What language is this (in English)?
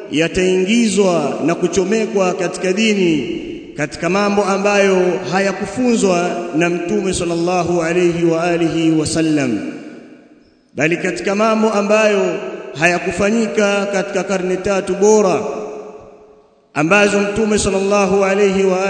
Swahili